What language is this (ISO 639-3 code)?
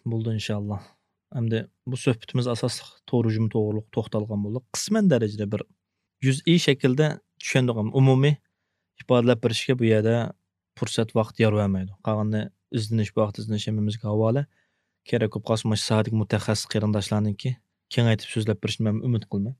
uig